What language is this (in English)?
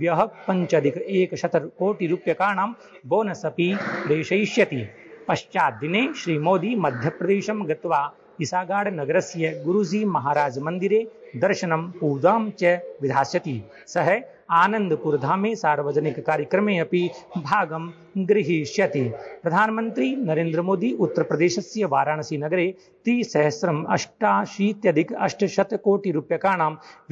Sanskrit